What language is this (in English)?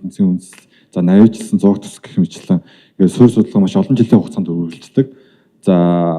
Mongolian